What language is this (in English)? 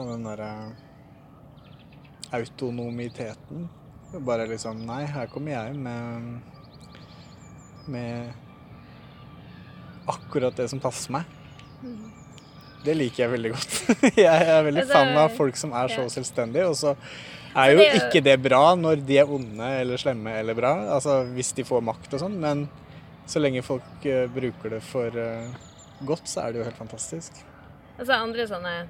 Norwegian